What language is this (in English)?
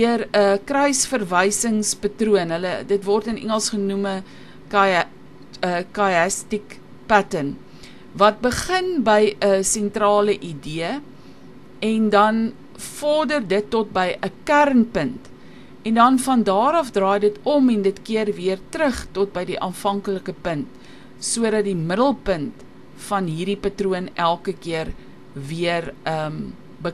Afrikaans